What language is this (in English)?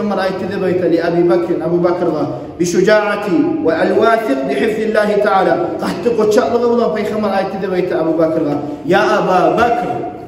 Kumyk